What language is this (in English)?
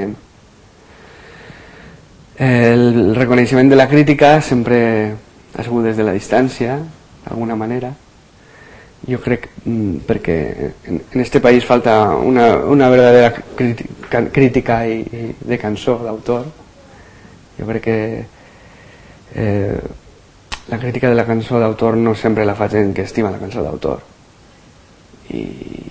Catalan